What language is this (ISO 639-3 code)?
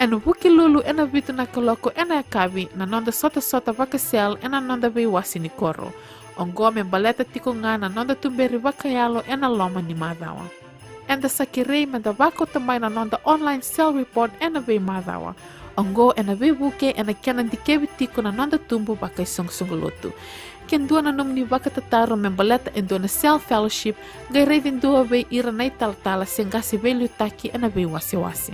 fij